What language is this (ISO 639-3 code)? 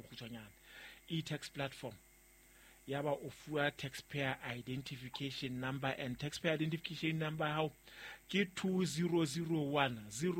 sot